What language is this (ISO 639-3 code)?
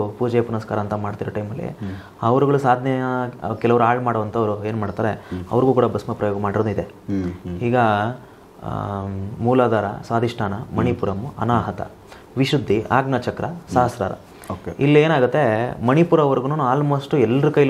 kan